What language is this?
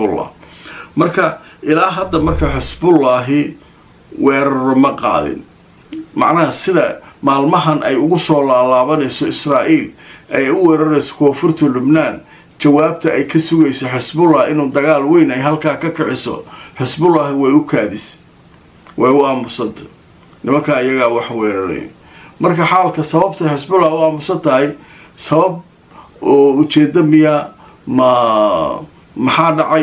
Somali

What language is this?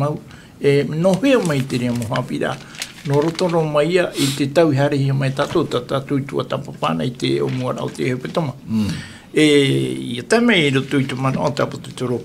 Tahitian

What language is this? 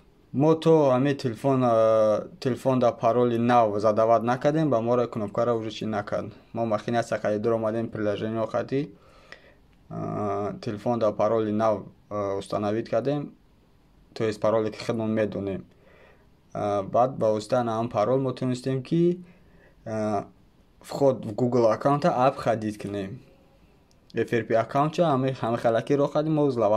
Tajik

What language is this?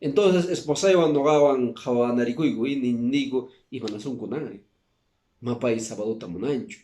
Quechua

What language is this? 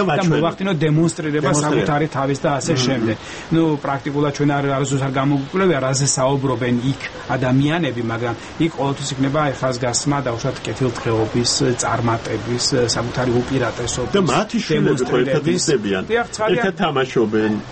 Georgian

